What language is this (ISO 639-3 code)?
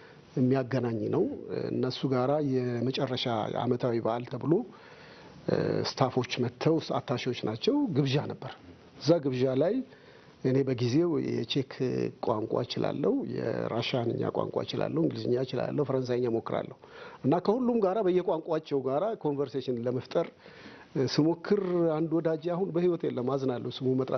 amh